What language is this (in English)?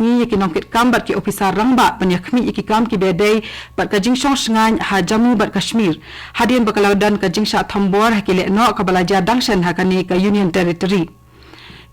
Khasi